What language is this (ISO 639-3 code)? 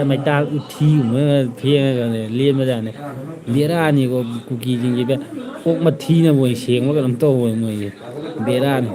mni